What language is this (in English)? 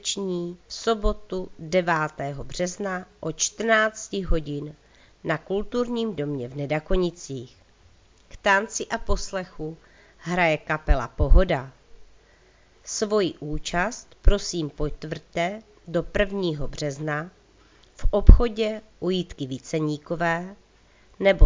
Czech